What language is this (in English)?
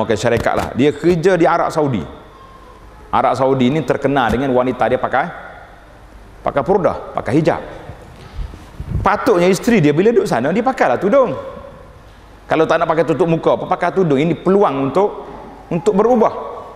Malay